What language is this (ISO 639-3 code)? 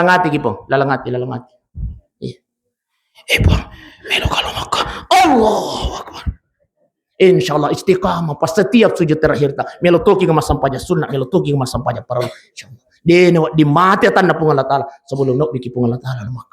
bug